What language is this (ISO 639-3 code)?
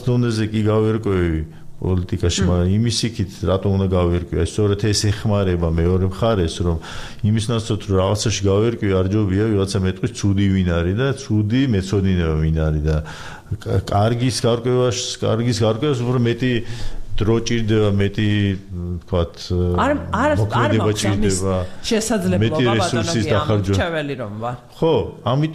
kat